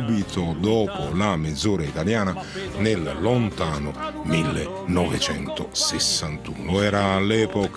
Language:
Italian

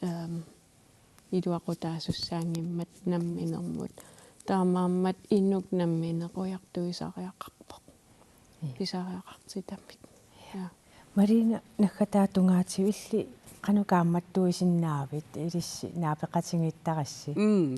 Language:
Kalaallisut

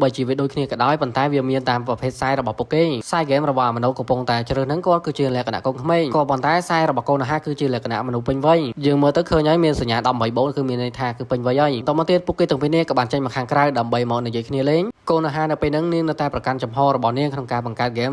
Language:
Khmer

